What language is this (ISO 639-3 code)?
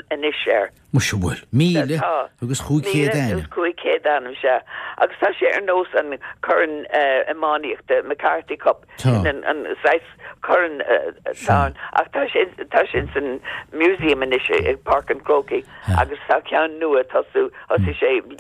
gle